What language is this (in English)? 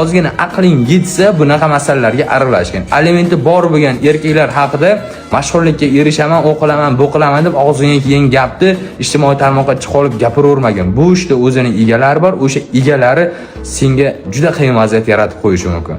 Uzbek